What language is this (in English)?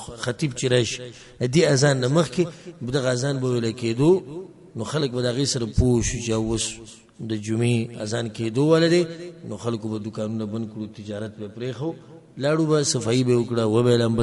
Pashto